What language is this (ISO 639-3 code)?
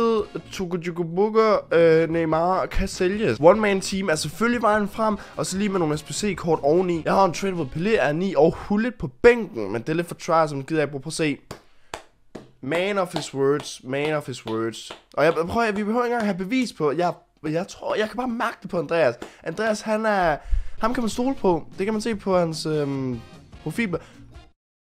dan